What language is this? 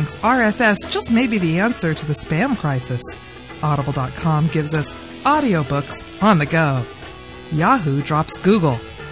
English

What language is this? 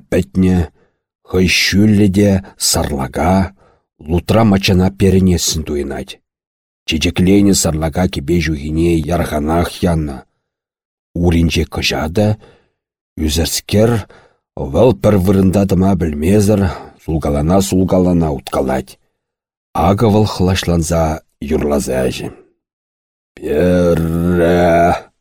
Chuvash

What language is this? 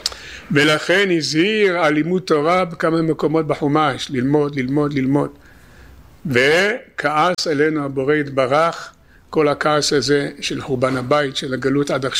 Hebrew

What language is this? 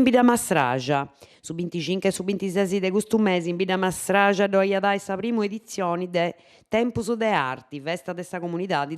Sardinian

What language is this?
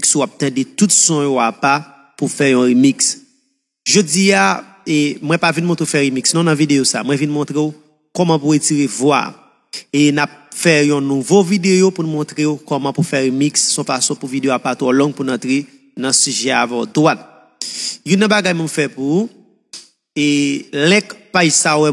Haitian Creole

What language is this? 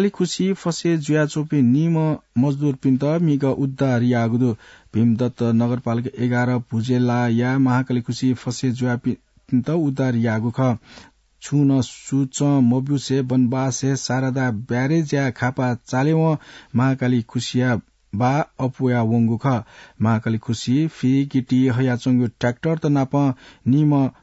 Newari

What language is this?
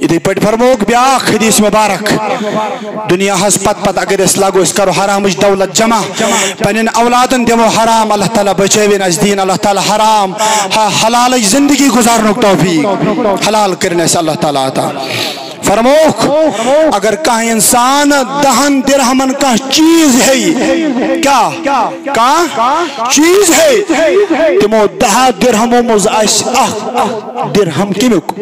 Kashmiri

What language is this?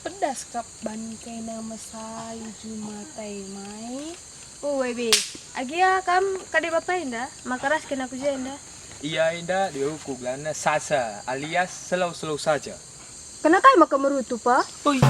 Batak Karo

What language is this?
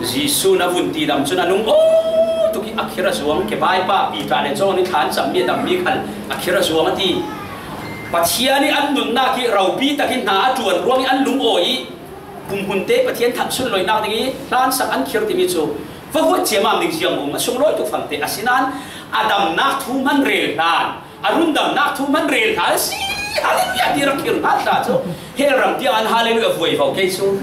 Falam Chin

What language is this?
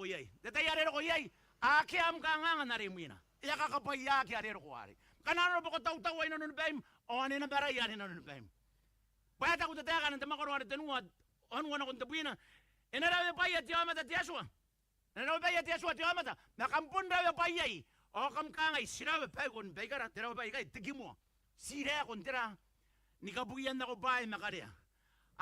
Gilbertese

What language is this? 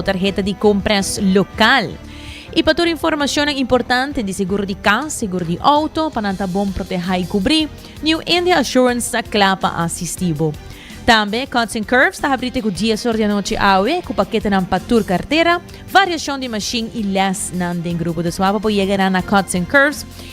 Papiamento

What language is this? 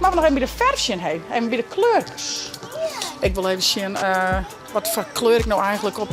Western Frisian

